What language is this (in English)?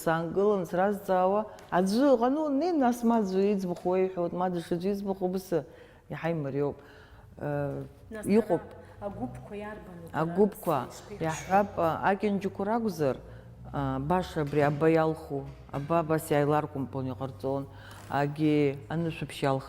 Abkhazian